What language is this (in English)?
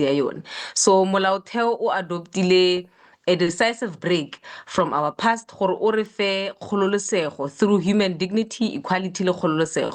Tswana